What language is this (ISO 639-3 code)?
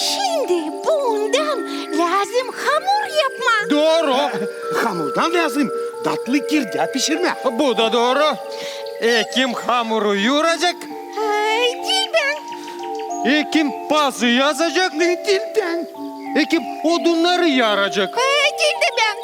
gag